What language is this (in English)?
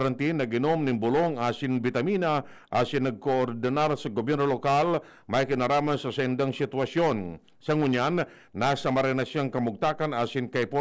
Bikol